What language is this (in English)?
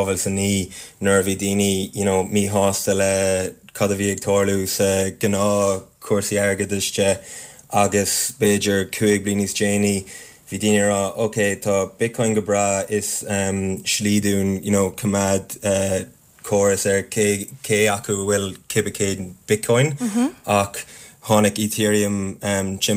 Irish